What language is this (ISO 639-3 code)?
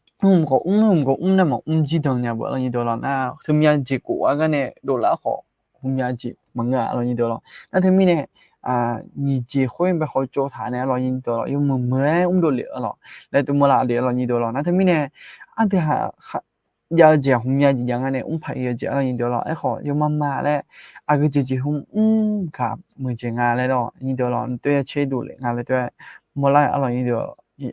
ahk